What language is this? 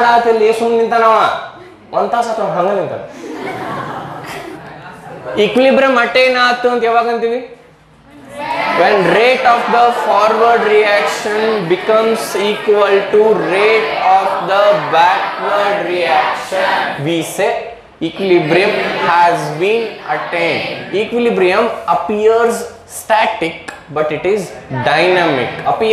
Kannada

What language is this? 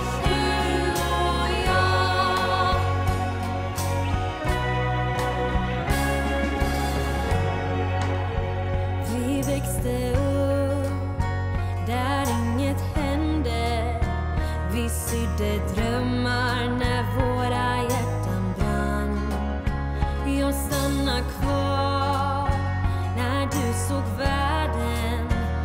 Swedish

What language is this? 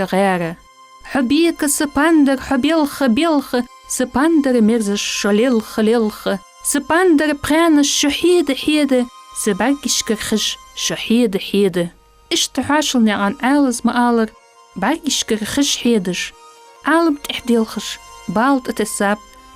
Ingush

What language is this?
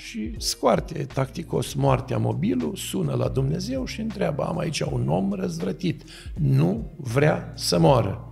Romanian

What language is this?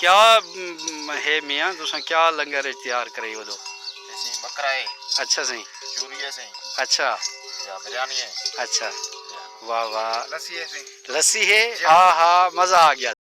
Saraiki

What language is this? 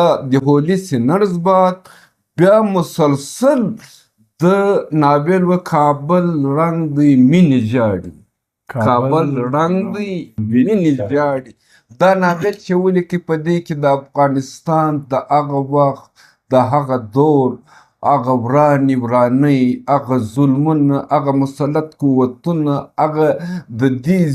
Pashto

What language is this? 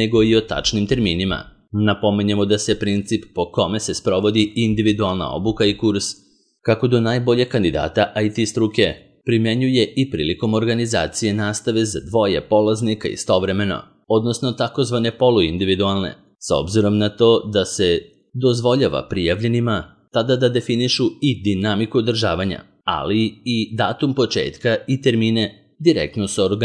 Serbian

